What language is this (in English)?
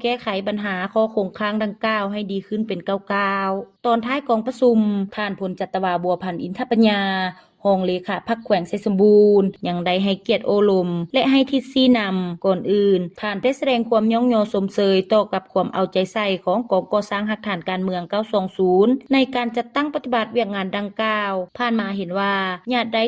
Lao